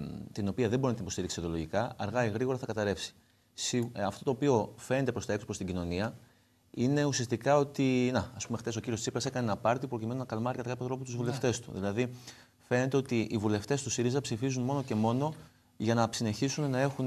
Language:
Greek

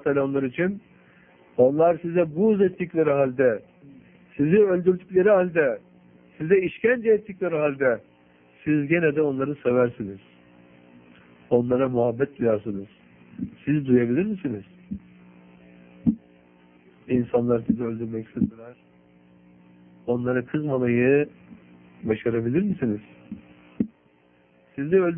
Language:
Turkish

